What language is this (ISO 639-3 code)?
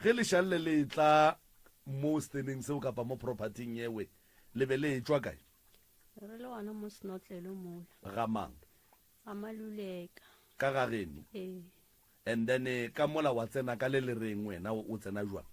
nso